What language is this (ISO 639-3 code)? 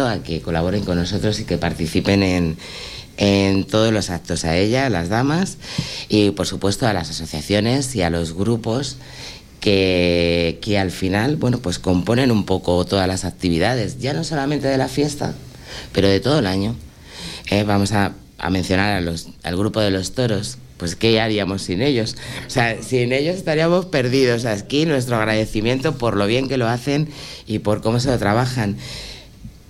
spa